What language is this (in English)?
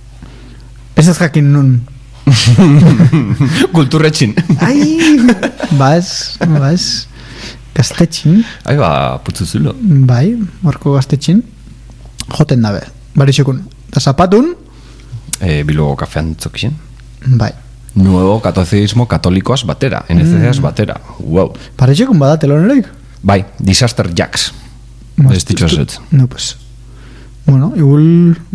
Basque